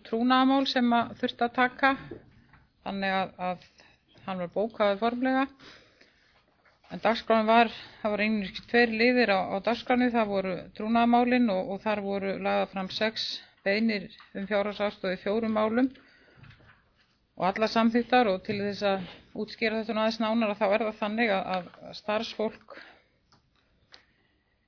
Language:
Icelandic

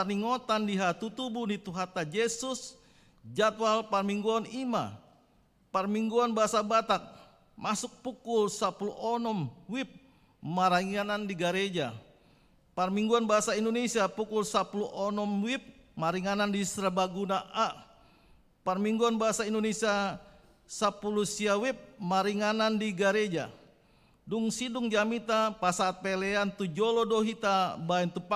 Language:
Batak Toba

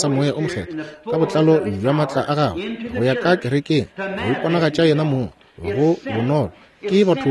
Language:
Northern Sotho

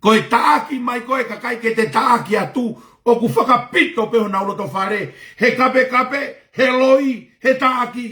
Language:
Tongan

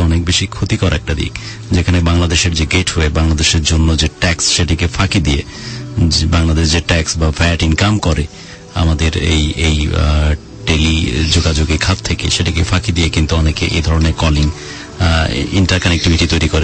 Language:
Bangla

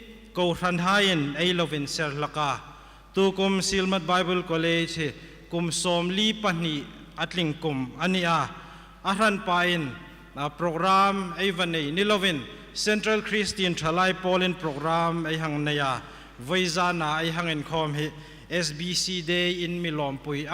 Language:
Hmar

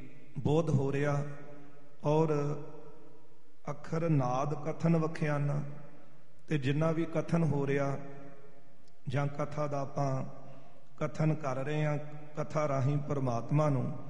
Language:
Punjabi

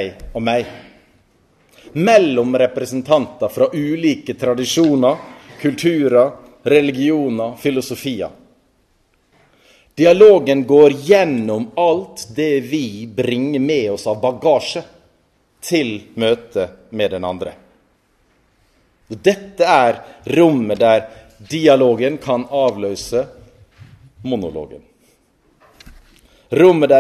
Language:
Norwegian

